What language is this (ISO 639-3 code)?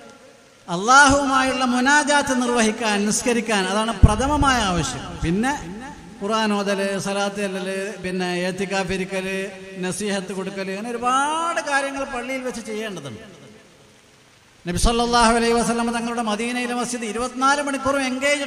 mal